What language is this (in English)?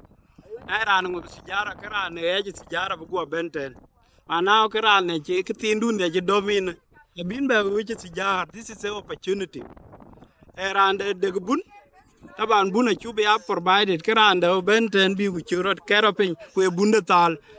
Dinka